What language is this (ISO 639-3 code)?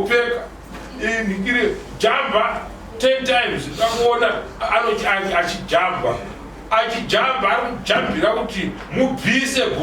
sna